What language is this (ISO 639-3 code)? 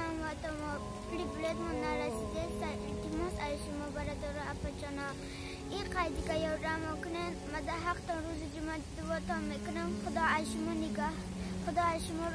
tgk